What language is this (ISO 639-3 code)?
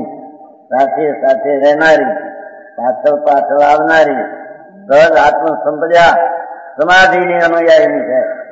guj